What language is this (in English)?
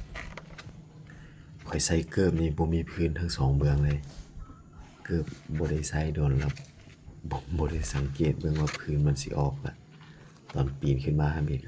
Lao